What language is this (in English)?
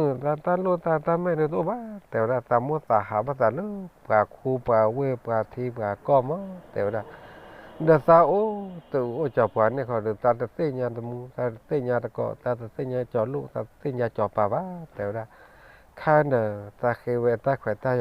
S'gaw Karen